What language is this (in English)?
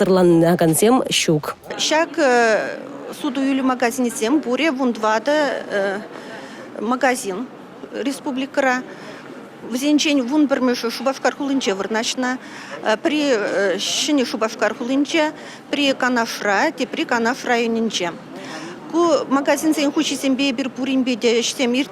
Chuvash